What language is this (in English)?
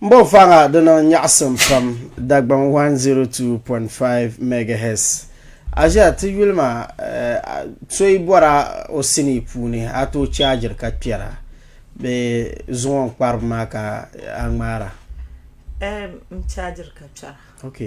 Dagbani